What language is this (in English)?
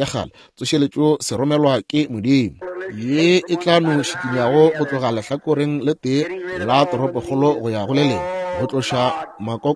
Northern Sotho